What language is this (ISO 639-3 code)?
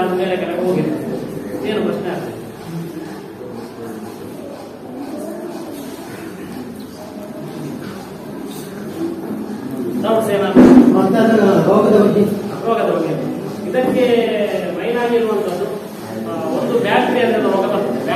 kan